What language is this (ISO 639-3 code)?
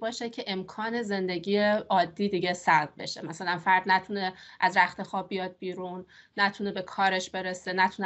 fas